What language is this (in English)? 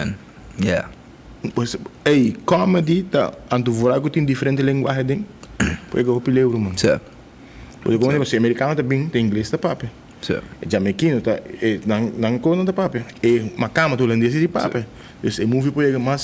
Papiamento